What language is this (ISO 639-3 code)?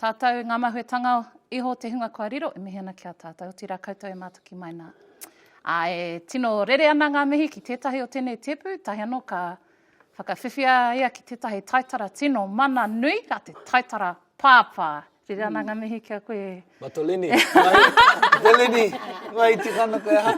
mri